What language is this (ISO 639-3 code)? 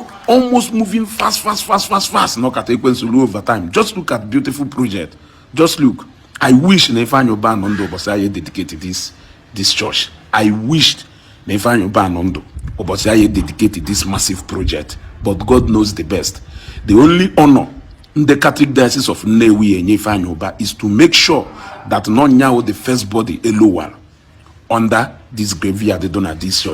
ibo